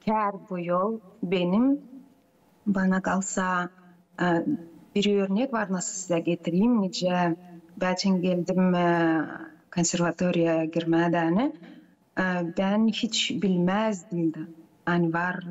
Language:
Gagauz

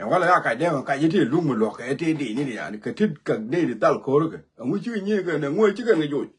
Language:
Nuer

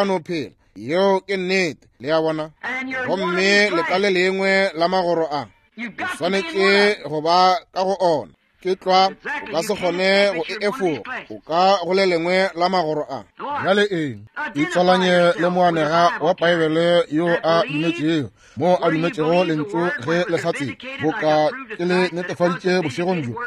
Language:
Northern Sotho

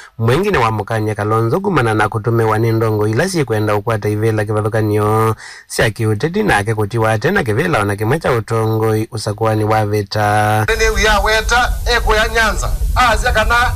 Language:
Kamba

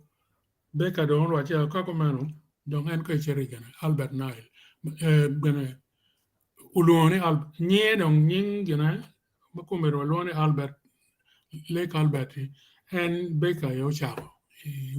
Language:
Acoli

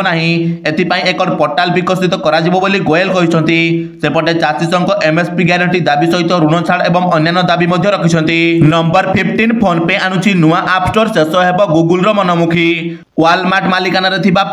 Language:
Odia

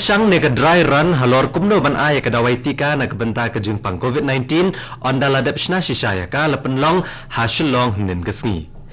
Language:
Khasi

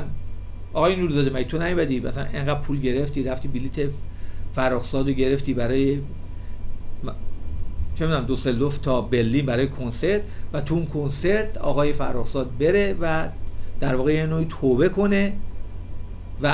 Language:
Persian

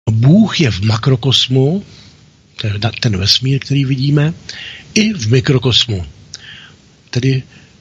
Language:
Czech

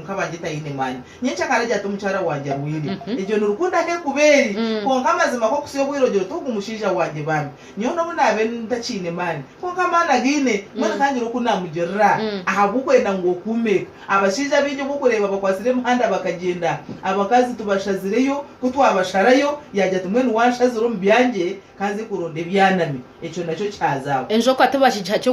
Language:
Nyankole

